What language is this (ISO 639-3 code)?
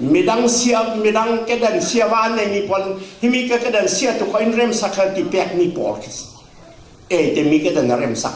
cfm